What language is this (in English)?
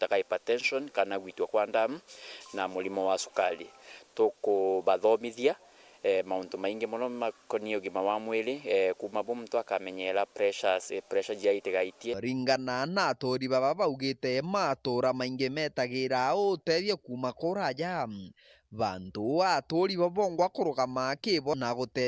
Meru